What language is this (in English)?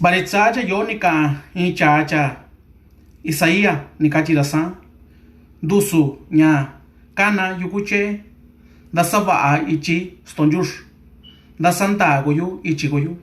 Mixtepec Mixtec